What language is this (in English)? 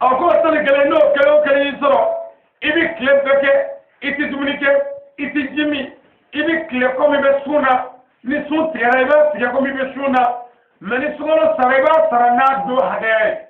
Bambara